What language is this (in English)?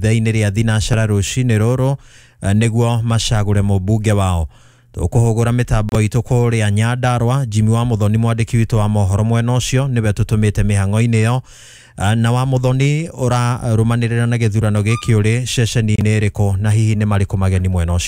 Kikuyu